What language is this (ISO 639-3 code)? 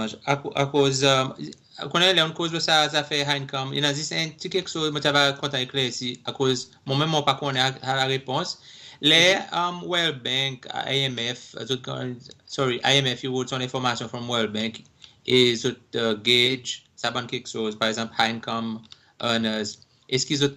crs